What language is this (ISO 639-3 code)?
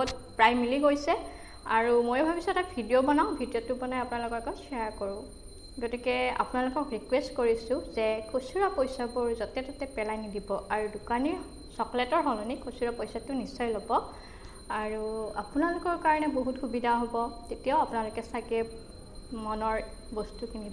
asm